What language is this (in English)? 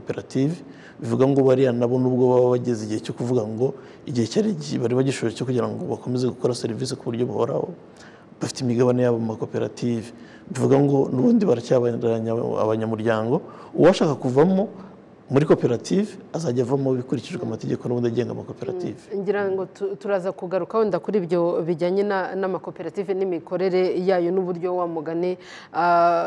Kinyarwanda